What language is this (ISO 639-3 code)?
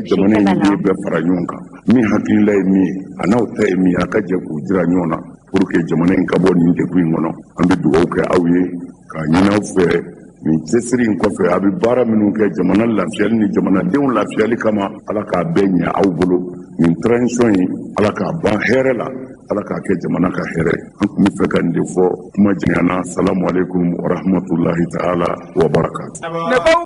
bam